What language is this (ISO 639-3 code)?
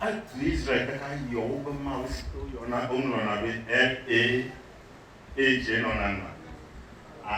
ewe